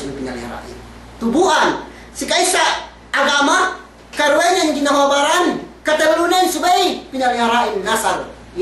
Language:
Yakan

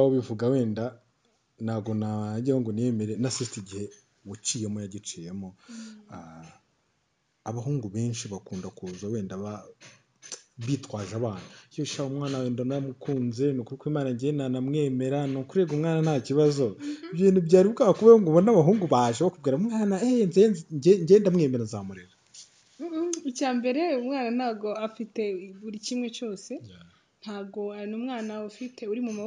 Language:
Kinyarwanda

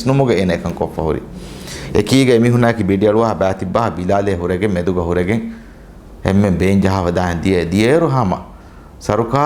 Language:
Divehi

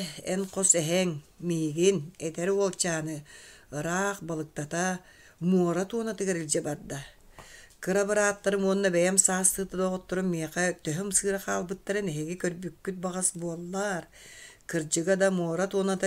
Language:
Yakut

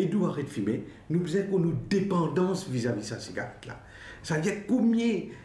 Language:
Morisyen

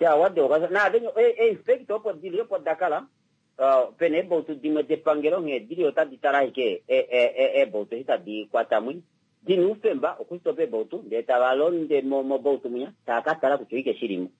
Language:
Kuanyama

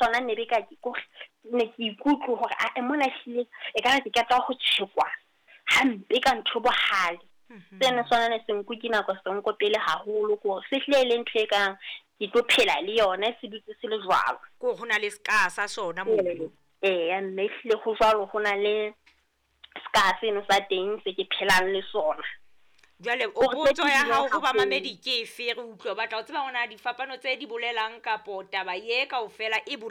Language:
Southern Sotho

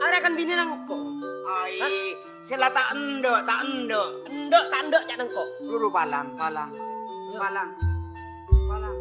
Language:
Madurese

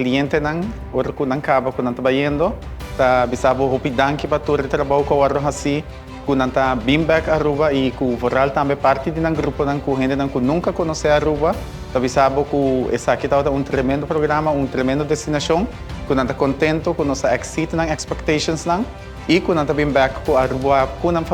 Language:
Papiamento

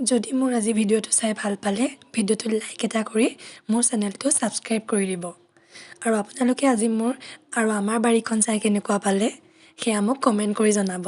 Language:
Assamese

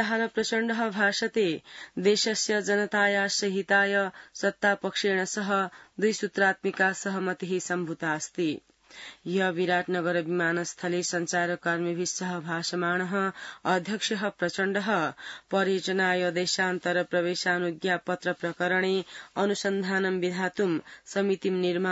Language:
Sanskrit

